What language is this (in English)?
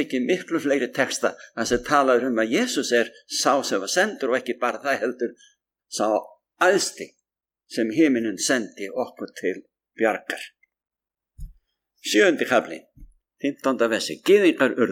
Icelandic